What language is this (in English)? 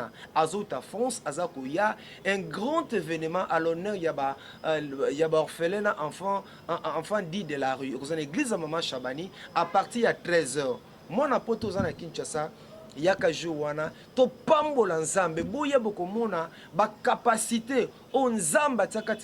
Lingala